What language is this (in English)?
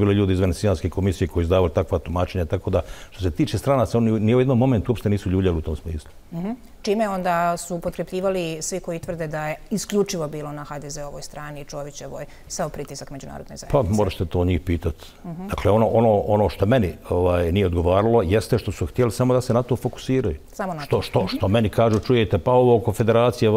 Bosnian